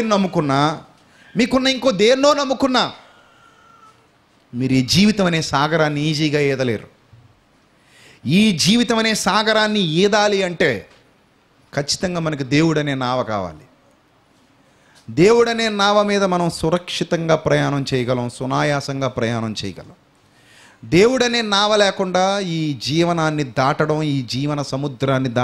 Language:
Telugu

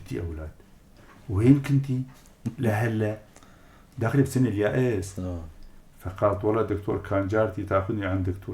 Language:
North Levantine Arabic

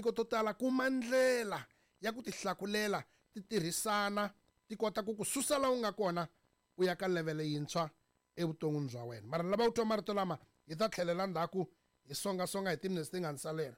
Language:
Tsonga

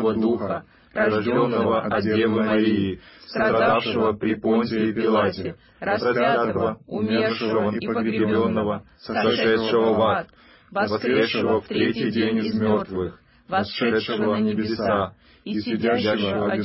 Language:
Russian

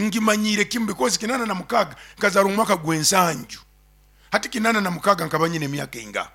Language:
Nyoro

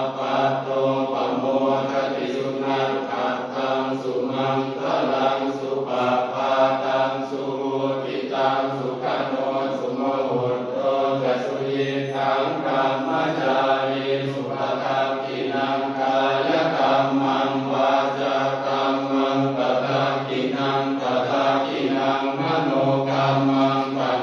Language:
Pali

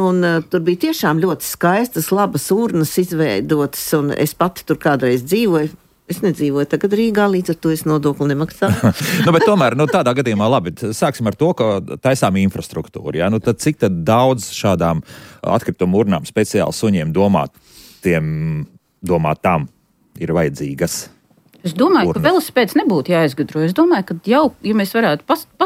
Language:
Latvian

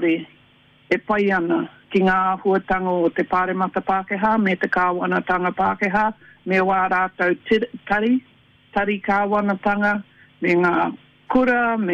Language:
Māori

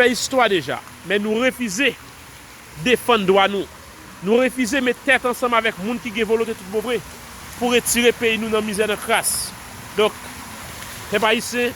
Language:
Haitian Creole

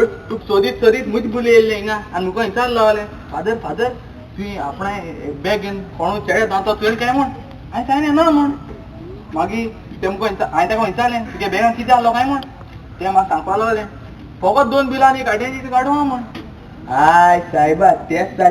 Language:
Konkani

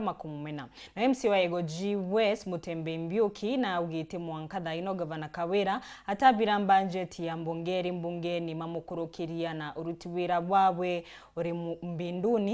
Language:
Meru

